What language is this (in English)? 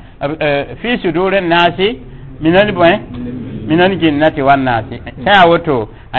Mossi